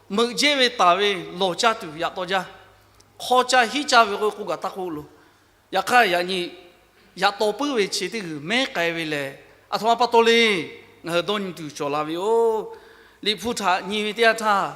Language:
Lahu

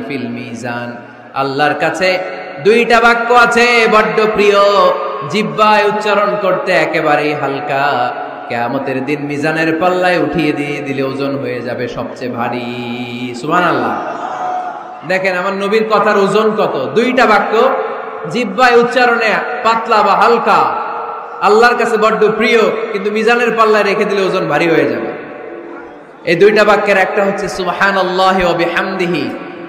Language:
Bangla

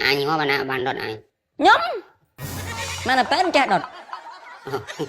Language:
Khmer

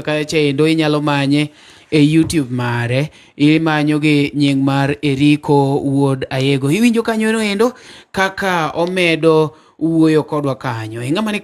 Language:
Luo (Kenya and Tanzania)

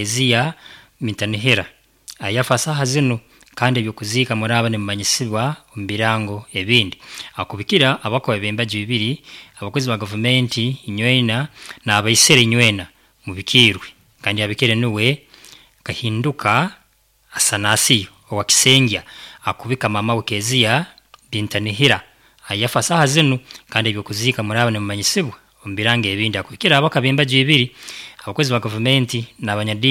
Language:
Nyoro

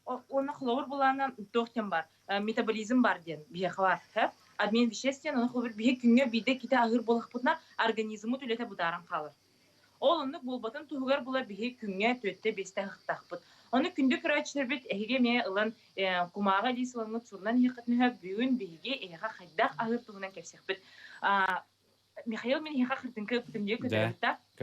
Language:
Yakut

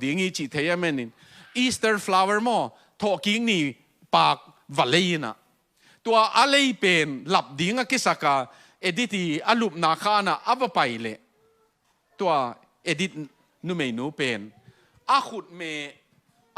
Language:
Tedim Chin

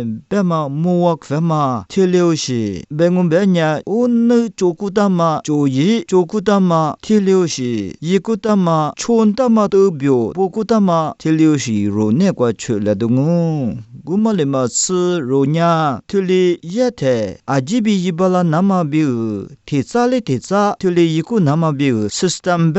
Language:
Lisu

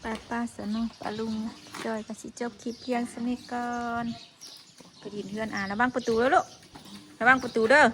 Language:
Northeastern Thai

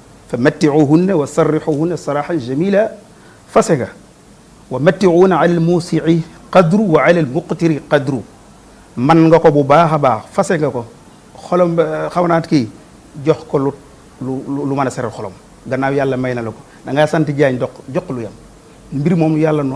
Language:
Wolof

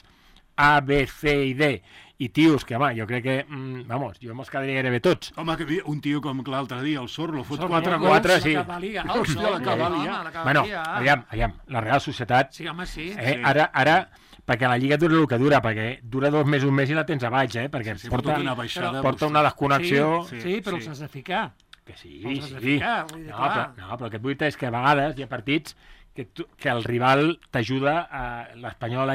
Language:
Catalan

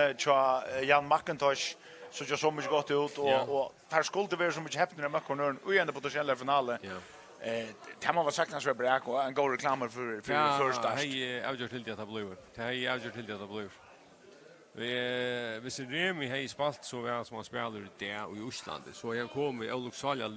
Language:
Faroese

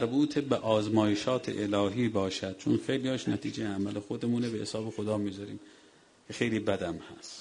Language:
Persian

